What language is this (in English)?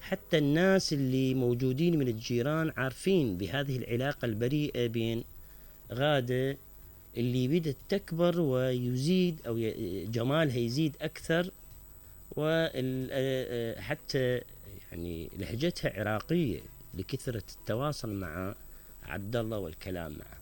Mesopotamian Arabic